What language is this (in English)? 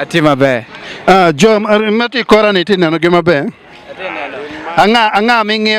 Acoli